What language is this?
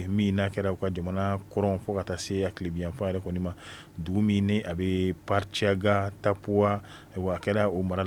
Bambara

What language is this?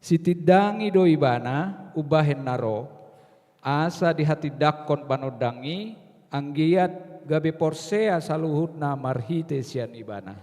Batak Toba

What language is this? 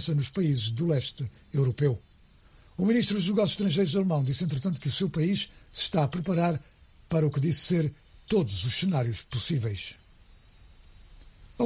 Portuguese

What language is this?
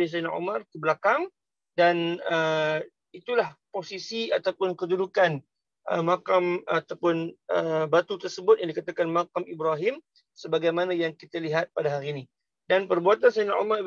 Malay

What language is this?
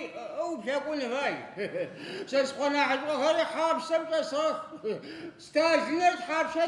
Adyghe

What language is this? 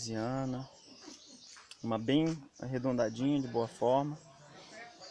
Portuguese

